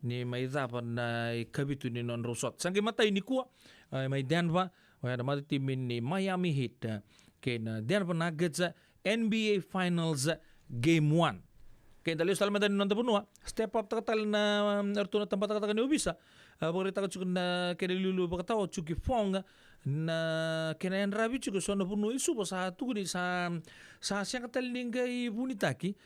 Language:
Fijian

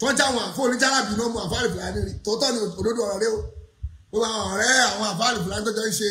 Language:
Yoruba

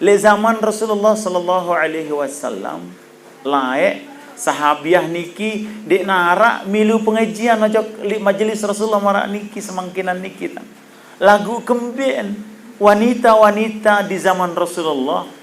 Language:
Sasak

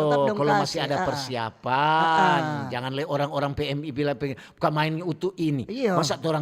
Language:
Manado Malay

